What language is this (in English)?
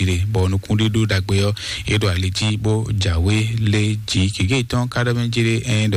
Fon